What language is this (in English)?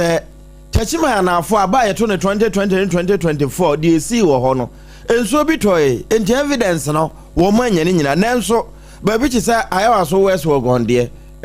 Akan